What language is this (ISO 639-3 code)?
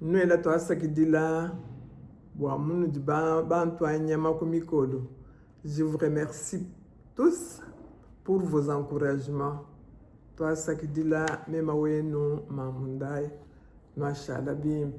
lua